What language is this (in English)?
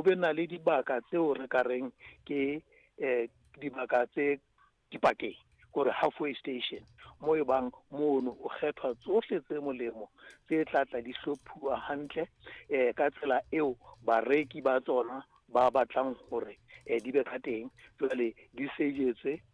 Southern Sotho